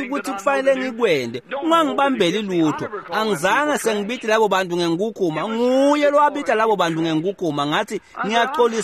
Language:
Swati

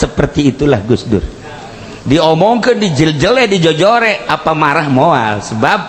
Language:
Sundanese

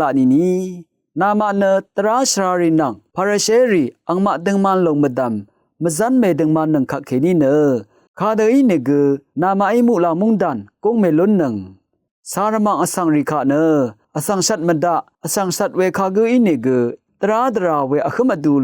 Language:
Rawang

